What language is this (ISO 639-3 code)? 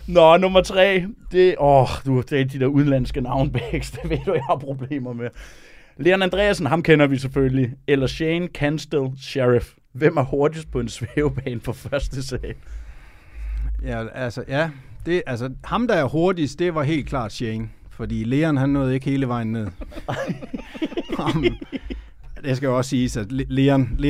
dan